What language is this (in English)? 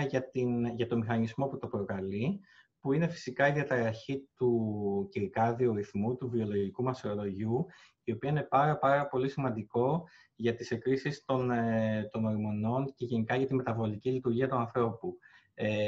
Greek